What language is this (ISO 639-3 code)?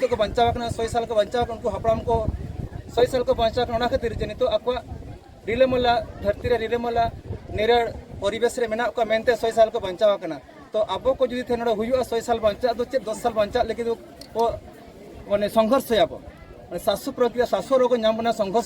sat